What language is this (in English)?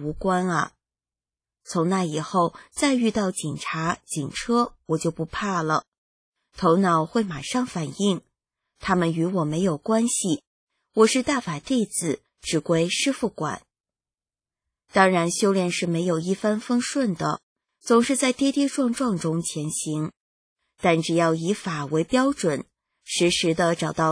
Chinese